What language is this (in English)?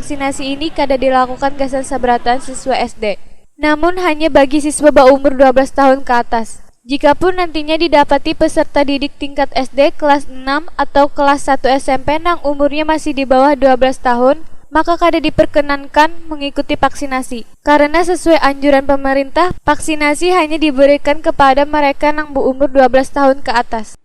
Banjar